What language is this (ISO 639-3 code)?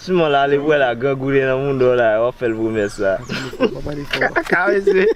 hat